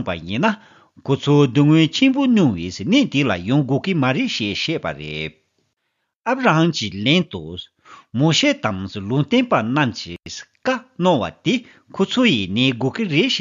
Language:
Tibetan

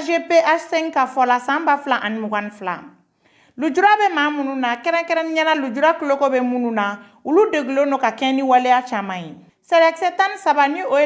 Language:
Bambara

